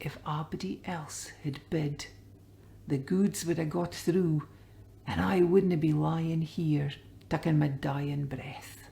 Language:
Scots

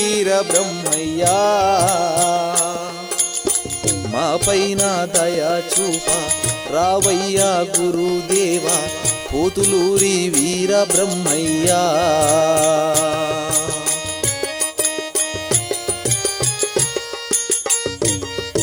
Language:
Telugu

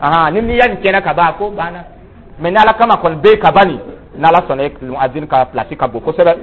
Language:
Dyula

